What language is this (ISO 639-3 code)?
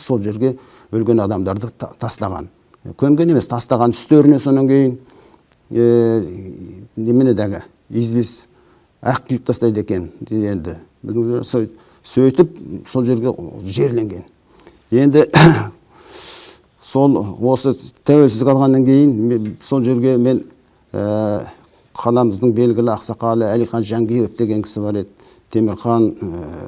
kaz